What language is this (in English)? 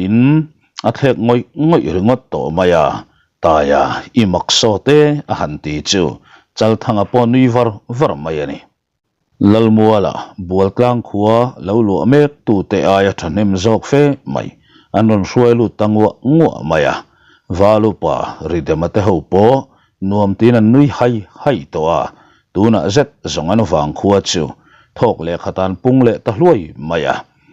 Mizo